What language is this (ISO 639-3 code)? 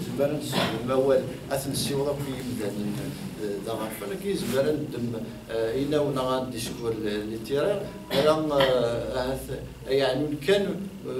kab